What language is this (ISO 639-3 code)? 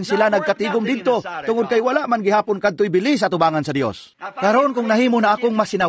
ceb